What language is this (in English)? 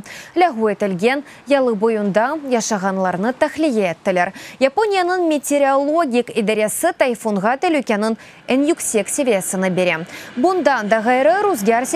Crimean Tatar